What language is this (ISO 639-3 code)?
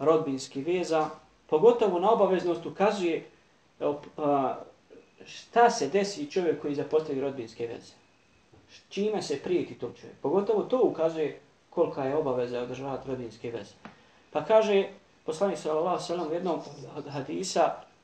bos